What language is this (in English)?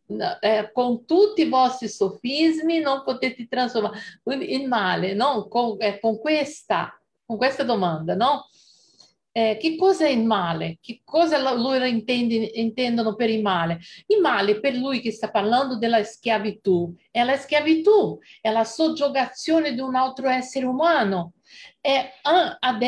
Italian